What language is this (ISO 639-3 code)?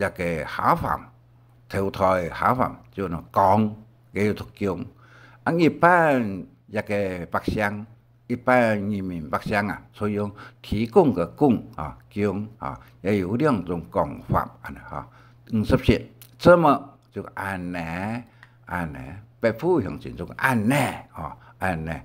hak